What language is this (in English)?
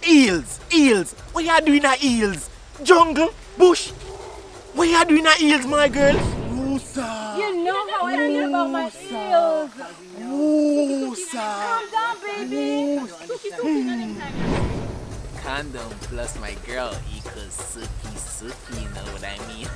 Jamaican Creole English